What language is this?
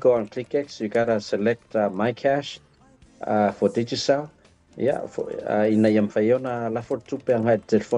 Samoan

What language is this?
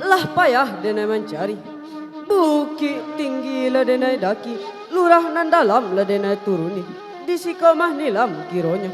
Minangkabau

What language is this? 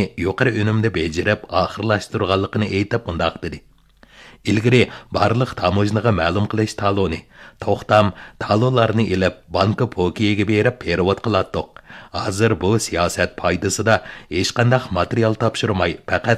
Uyghur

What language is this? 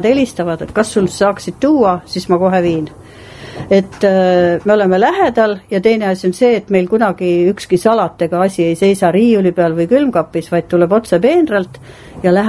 Estonian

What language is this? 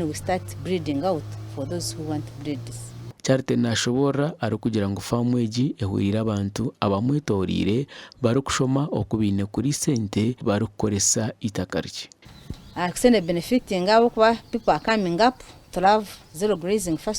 Nyankole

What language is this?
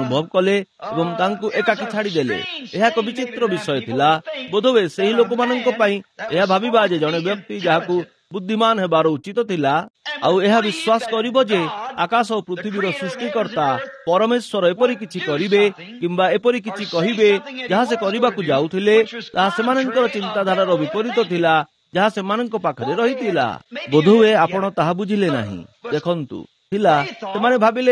Odia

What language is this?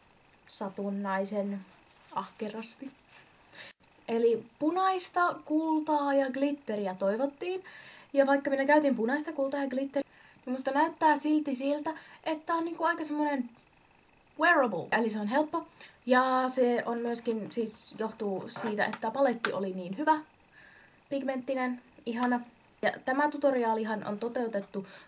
Finnish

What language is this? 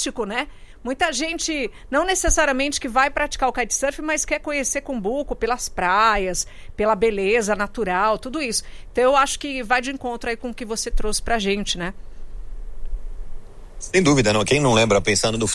Portuguese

